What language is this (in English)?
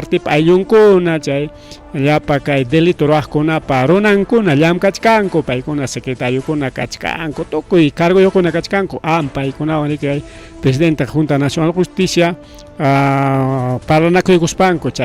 Ayacucho Quechua